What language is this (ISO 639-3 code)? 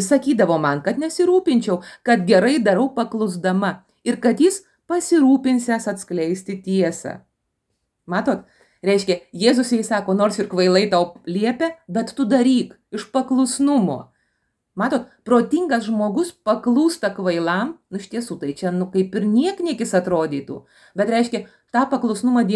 lit